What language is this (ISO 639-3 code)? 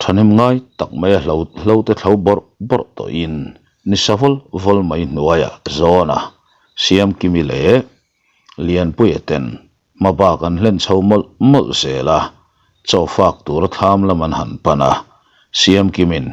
lus